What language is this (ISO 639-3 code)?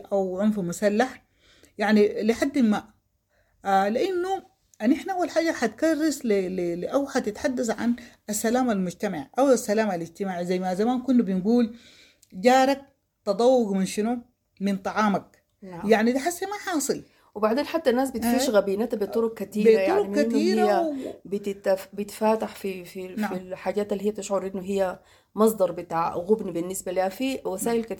apd